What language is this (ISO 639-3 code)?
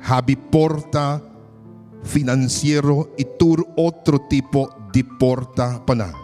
pap